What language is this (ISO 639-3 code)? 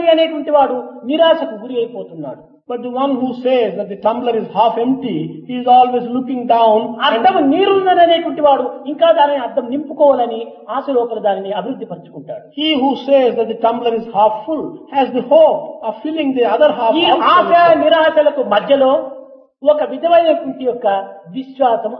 tel